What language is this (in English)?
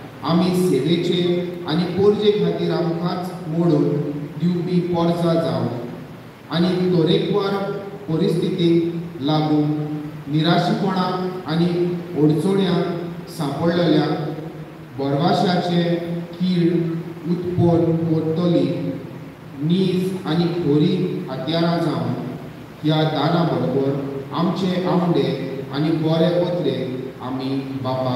Konkani